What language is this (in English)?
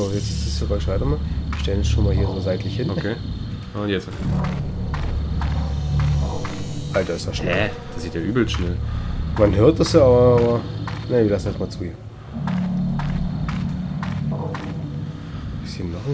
German